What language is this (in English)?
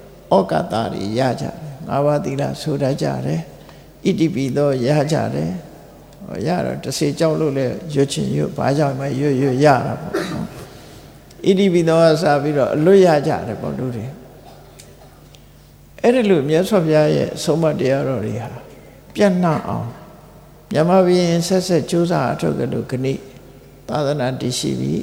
Burmese